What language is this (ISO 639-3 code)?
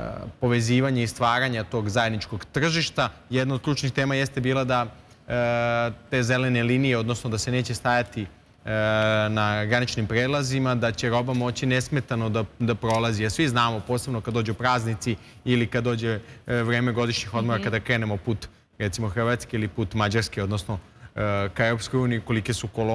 srp